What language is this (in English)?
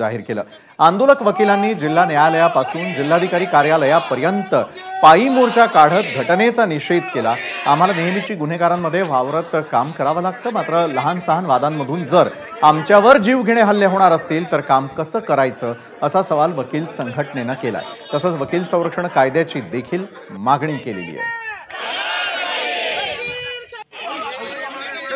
Marathi